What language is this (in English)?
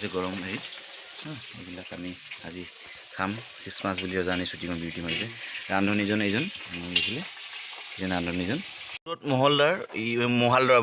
Assamese